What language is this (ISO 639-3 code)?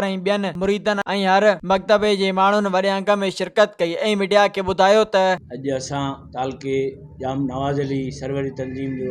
snd